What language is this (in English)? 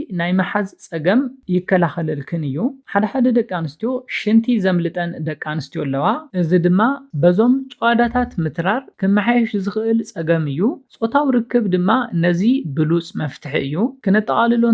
Tigrinya